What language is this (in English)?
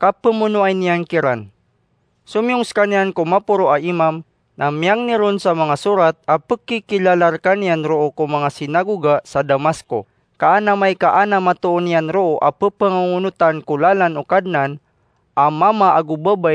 Maranao